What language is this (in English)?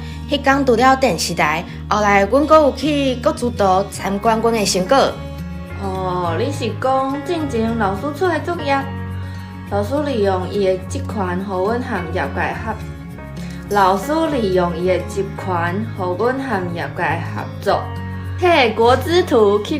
Min Nan Chinese